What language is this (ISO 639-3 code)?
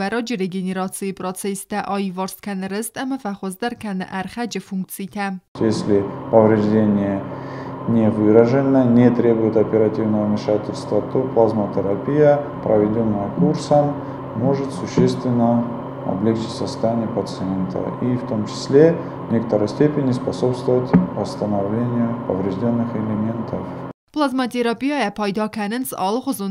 oss